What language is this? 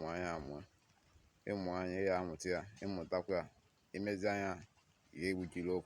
Igbo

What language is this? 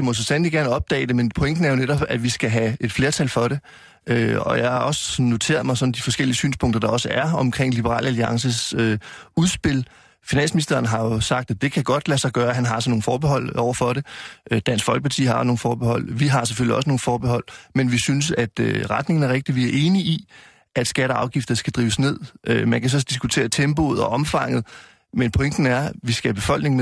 Danish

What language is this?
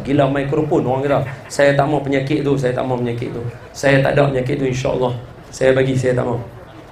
Malay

